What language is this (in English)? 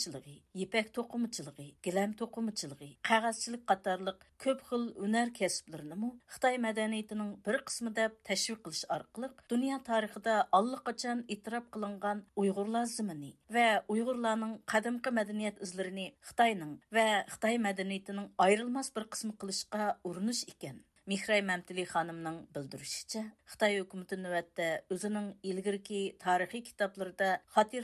Uyghur